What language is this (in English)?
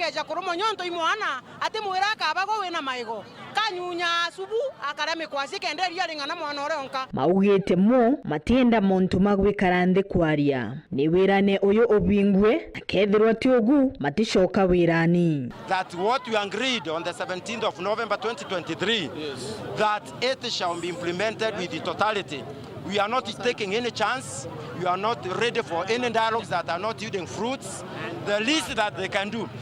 Meru